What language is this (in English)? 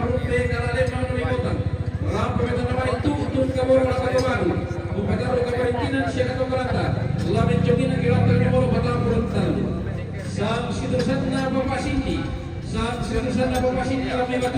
Toraja-Sa'dan